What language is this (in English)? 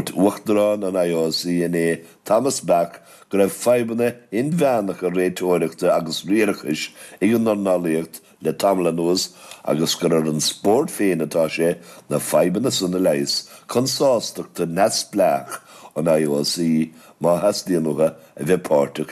Irish